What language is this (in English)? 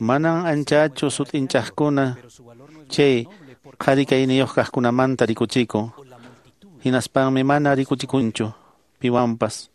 Quechua